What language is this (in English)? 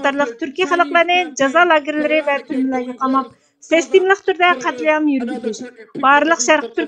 Uyghur